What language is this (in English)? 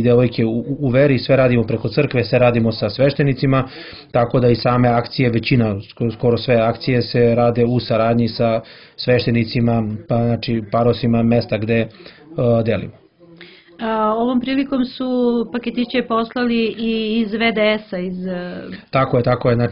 Serbian